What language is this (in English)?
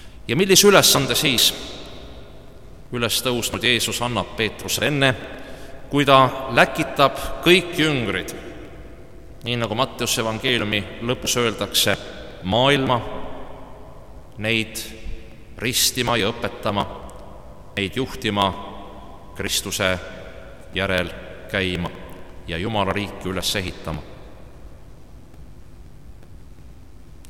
Estonian